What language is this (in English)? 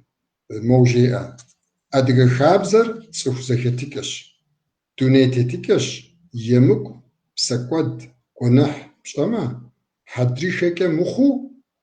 Kabardian